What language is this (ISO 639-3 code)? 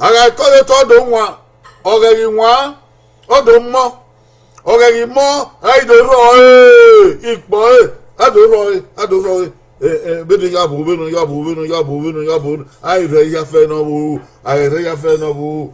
bin